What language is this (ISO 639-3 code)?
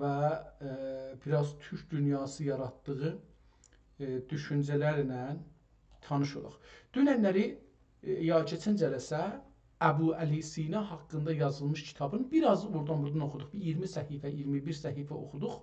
azb